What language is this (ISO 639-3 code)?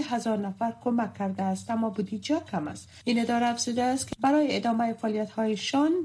fas